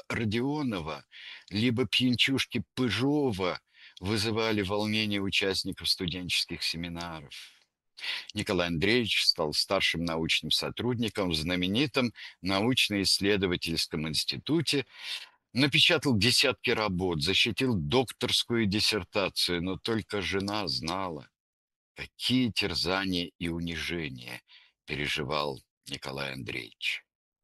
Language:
Russian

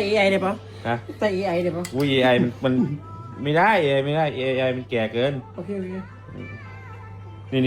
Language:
Northeastern Thai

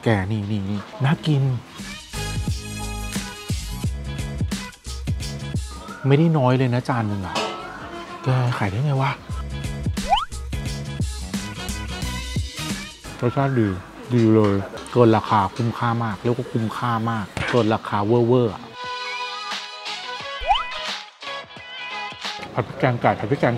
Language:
Thai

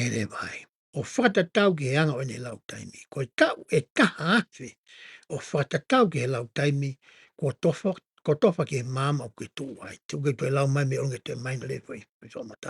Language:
Tongan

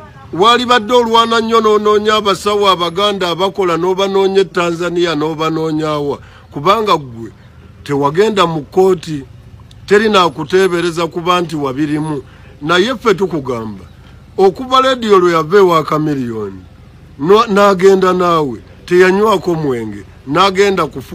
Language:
Ganda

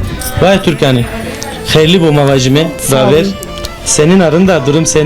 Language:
Zaza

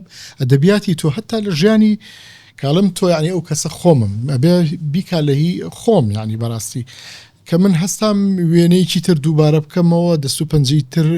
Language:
Central Kurdish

